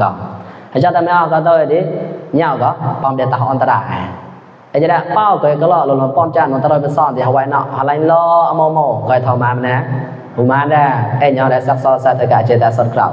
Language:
Mon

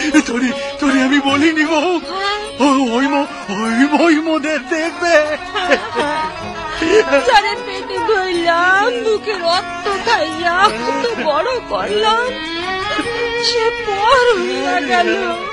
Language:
Bangla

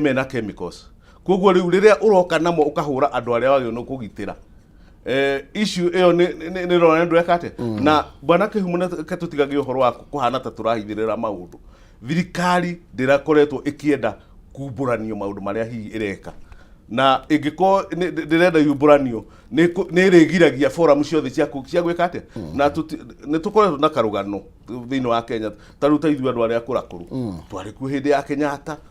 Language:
Kikuyu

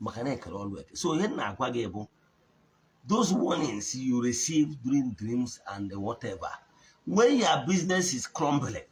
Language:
Igbo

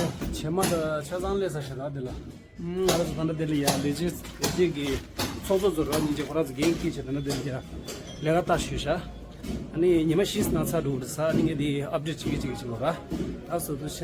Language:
Tibetan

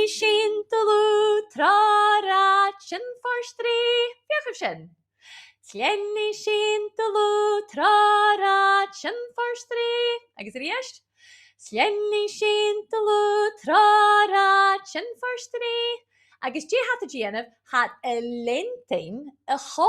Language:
Scottish Gaelic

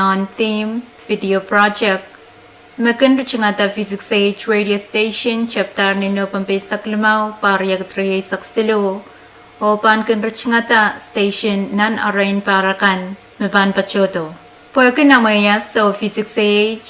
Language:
Pohnpeian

